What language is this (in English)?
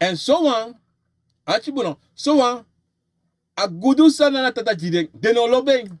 Sranan Tongo